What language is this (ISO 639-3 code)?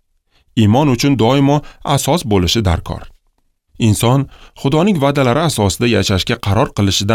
uzb